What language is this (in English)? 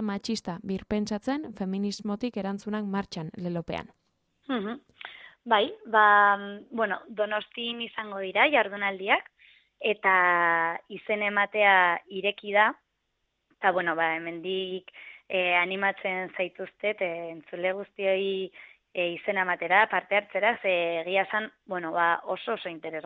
Basque